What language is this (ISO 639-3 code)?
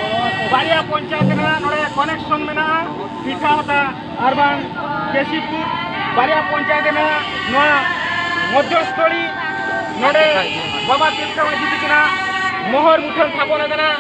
sat